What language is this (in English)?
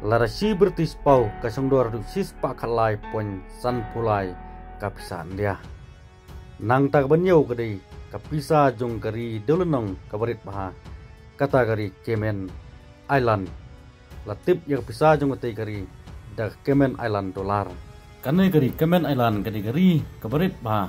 Khasi